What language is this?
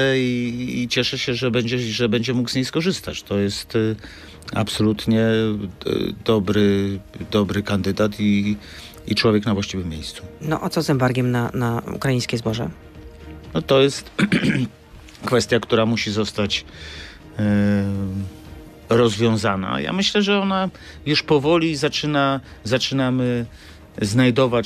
Polish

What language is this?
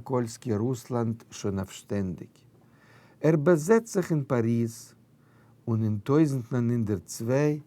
Yiddish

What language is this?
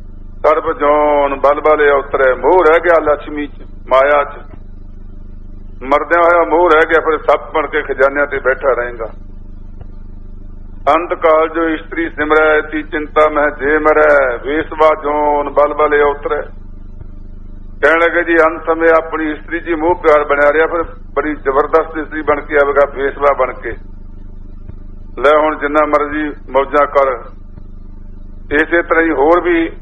Punjabi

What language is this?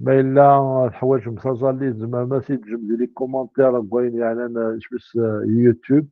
Kabyle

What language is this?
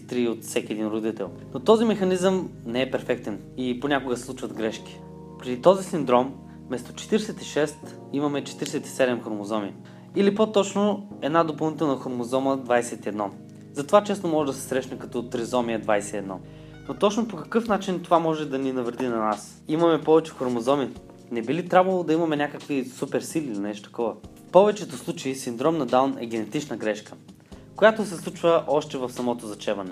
Bulgarian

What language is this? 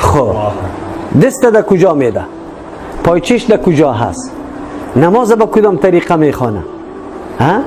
Persian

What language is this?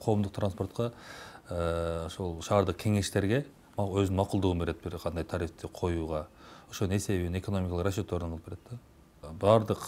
Kyrgyz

